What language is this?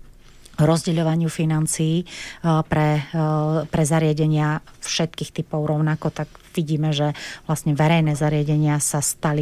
Slovak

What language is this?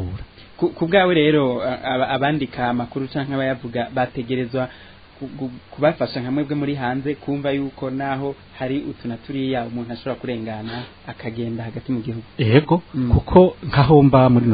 Rundi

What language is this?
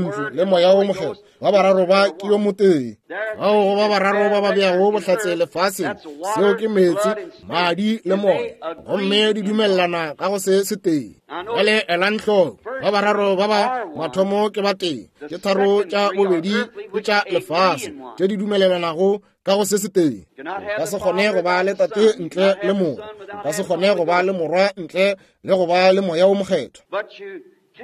Northern Sotho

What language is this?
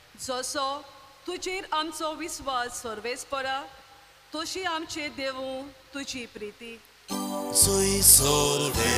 Konkani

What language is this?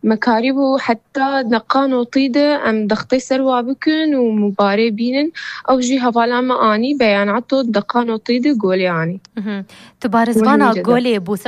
Kurdish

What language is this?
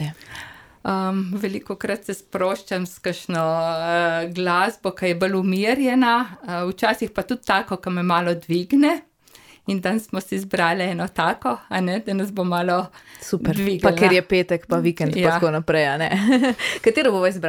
Slovenian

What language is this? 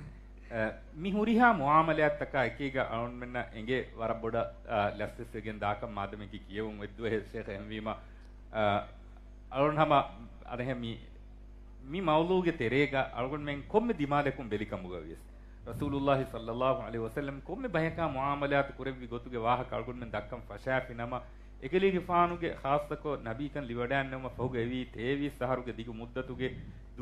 Divehi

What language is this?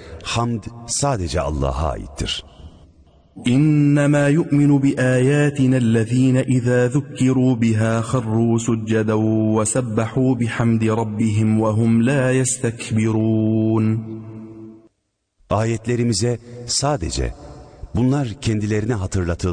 Turkish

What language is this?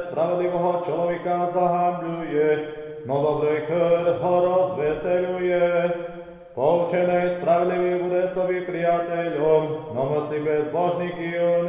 Slovak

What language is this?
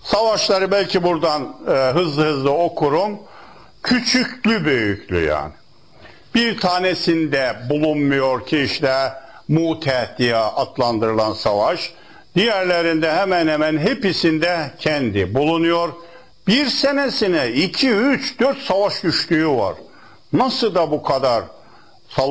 Turkish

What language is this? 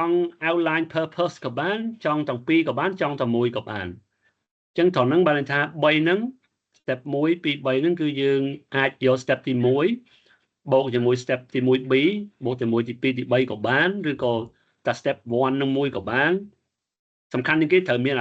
Khmer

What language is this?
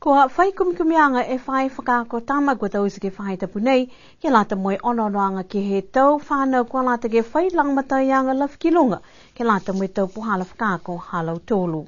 Niuean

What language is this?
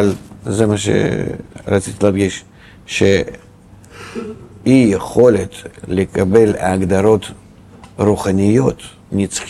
Hebrew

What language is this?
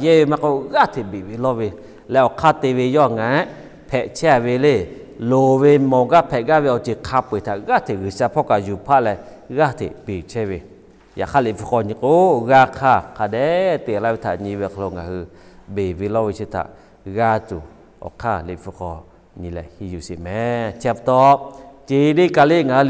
Lahu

